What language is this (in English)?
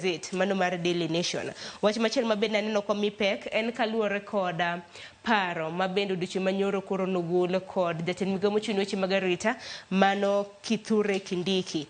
Luo (Kenya and Tanzania)